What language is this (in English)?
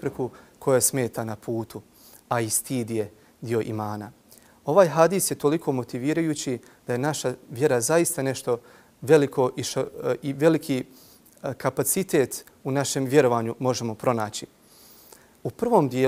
Bosnian